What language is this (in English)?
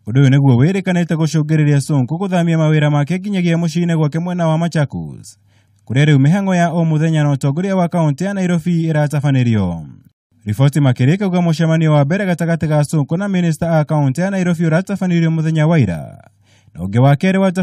Kikuyu